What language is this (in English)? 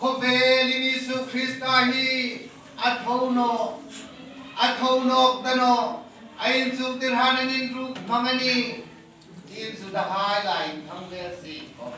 Hmar